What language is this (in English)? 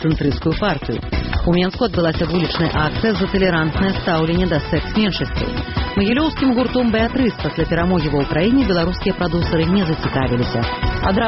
Belarusian